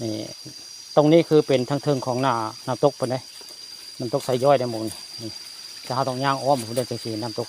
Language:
Northeastern Thai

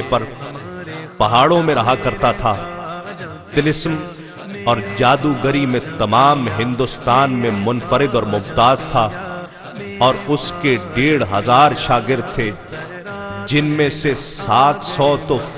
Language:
Urdu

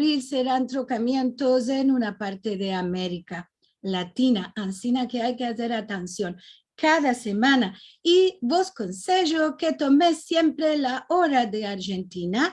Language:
Ladino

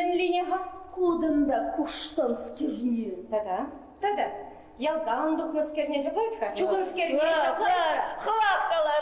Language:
Chuvash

